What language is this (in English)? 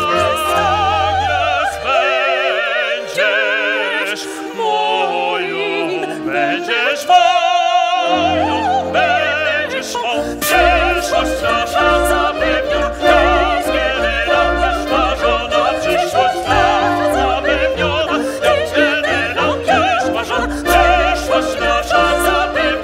Polish